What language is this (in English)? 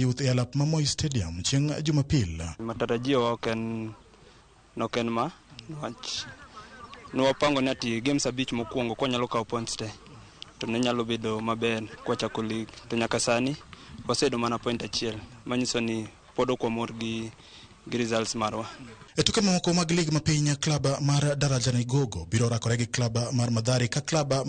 Luo (Kenya and Tanzania)